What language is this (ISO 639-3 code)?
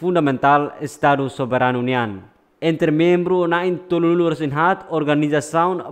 tet